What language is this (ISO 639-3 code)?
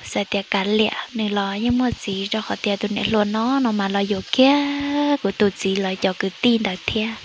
hmn